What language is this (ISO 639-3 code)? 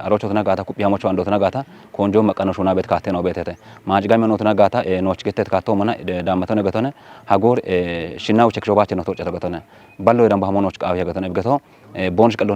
kbr